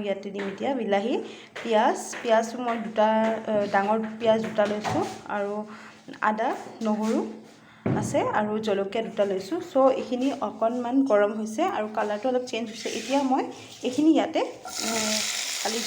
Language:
Assamese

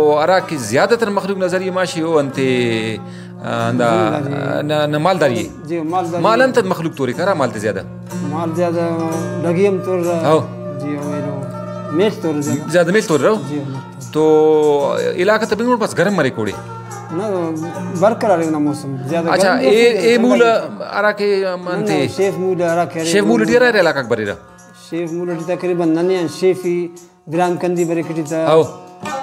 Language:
Brahui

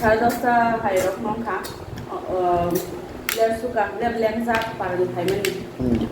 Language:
Kok Borok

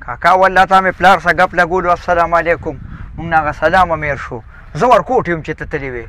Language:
Pashto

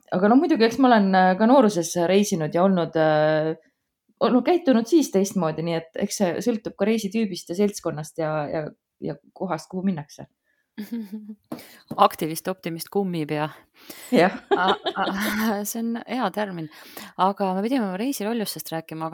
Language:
Estonian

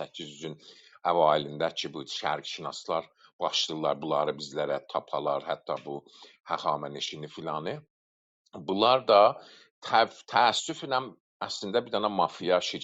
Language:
South Azerbaijani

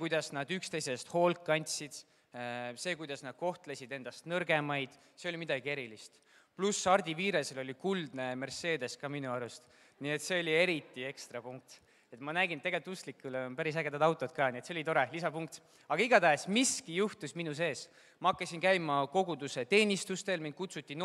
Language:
Estonian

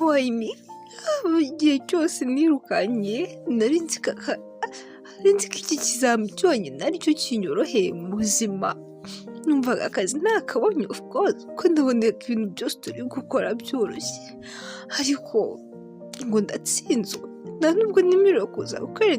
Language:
Kinyarwanda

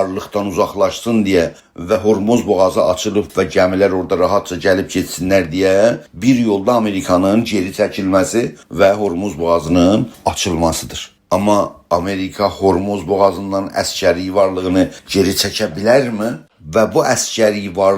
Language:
South Azerbaijani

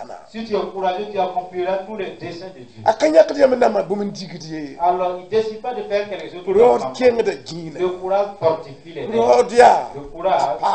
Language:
Mossi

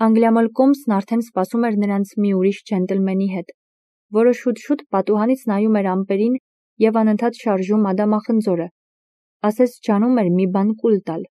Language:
Armenian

